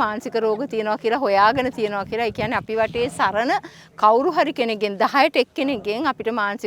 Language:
Sinhala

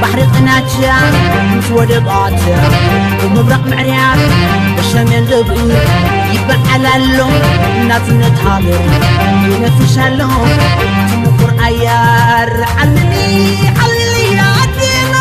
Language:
Tigrinya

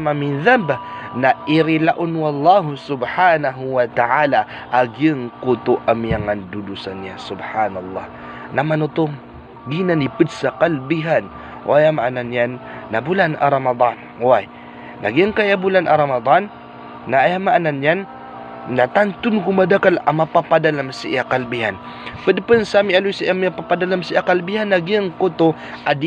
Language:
Maranao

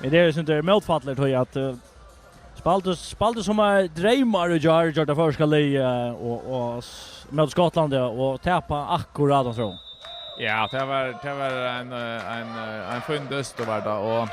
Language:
Faroese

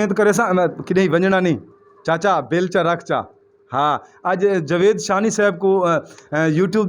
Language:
Saraiki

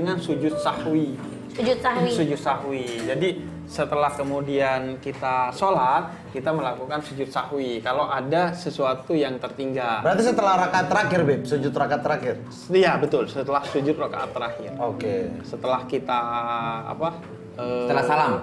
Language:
Indonesian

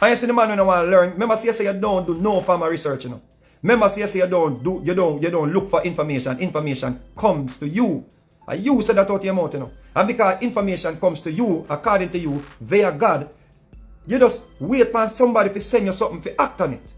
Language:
Jamaican Creole English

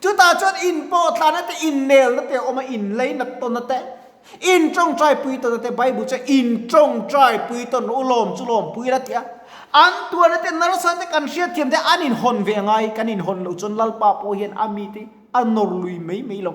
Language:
Mizo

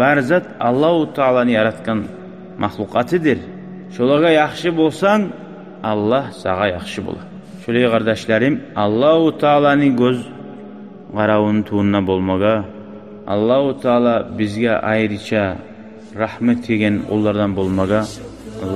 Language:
Kumyk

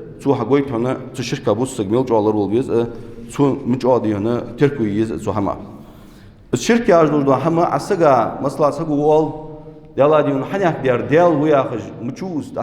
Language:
Ingush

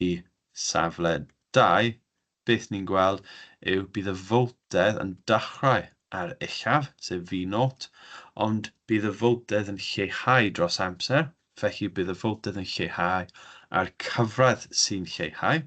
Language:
Welsh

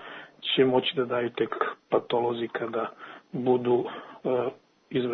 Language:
Serbian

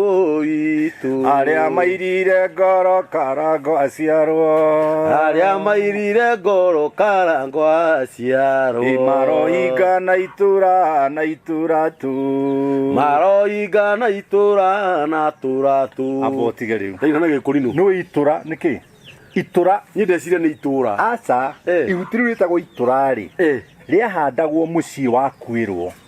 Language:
Kikuyu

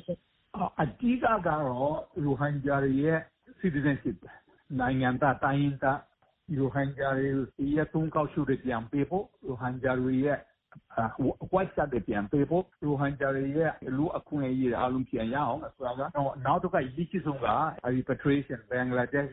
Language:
Burmese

